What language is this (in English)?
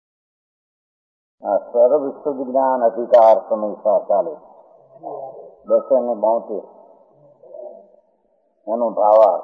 Gujarati